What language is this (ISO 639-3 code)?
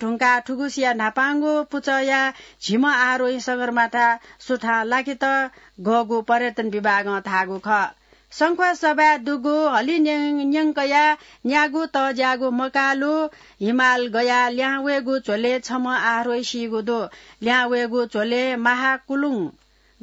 new